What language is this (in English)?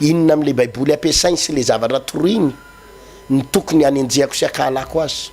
Malagasy